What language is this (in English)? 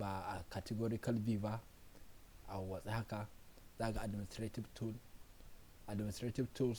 Hausa